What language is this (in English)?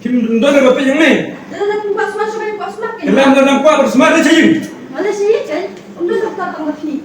Khasi